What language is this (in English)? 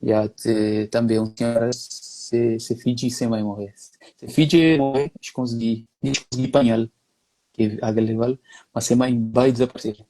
Kabuverdianu